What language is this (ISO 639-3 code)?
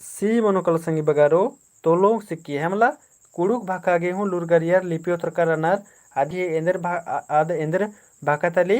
kru